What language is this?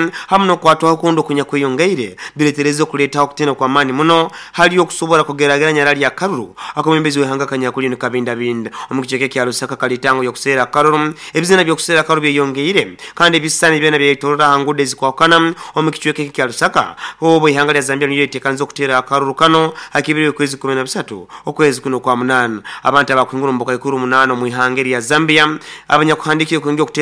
Nyoro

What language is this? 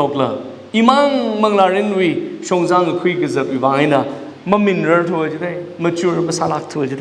Tangkhul Naga (India)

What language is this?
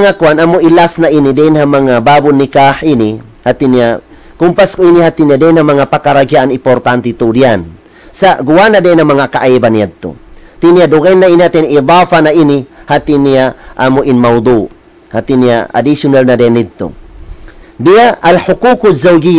Tausug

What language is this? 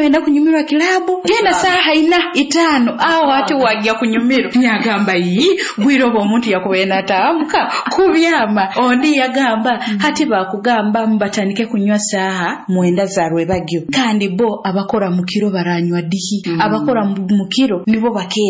Nyoro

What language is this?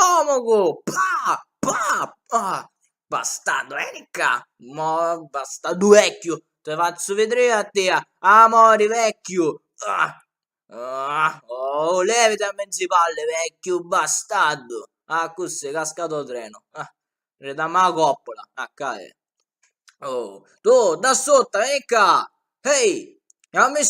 Sicilian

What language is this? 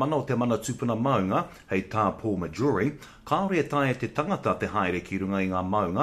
Māori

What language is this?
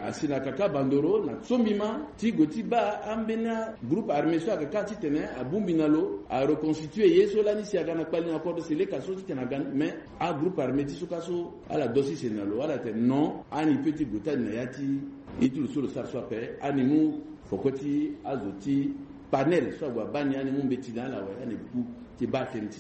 Sango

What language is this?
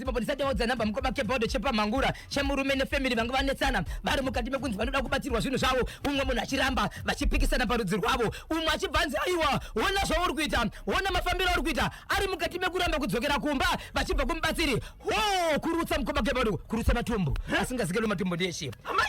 Shona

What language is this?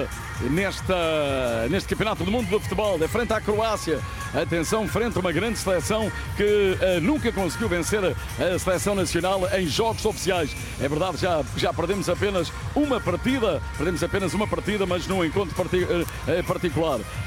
Portuguese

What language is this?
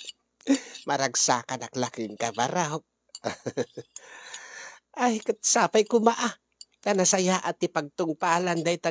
Iloko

